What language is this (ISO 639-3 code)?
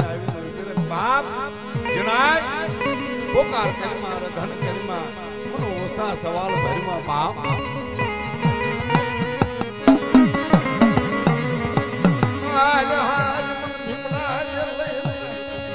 guj